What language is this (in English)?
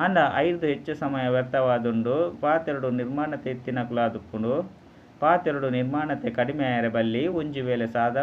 Tulu